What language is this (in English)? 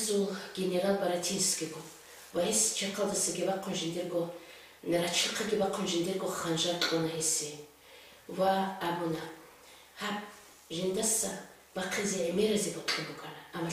Avaric